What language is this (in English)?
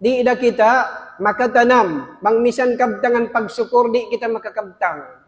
Tausug